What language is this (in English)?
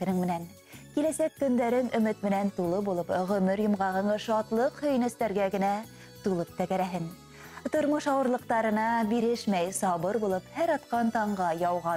Bashkir